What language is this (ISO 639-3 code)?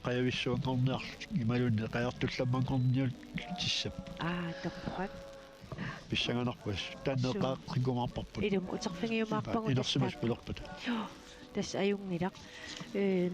kal